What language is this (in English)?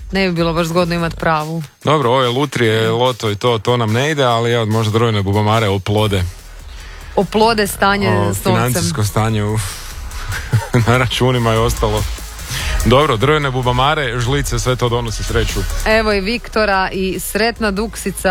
Croatian